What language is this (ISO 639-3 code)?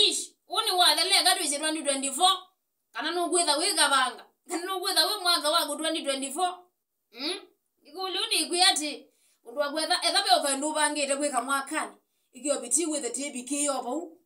kam